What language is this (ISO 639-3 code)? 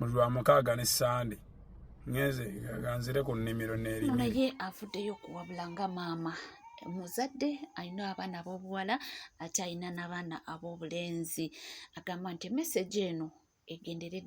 lug